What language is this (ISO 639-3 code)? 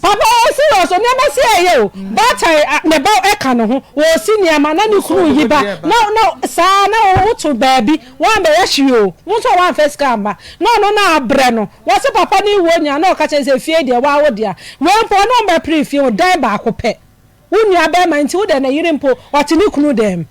aka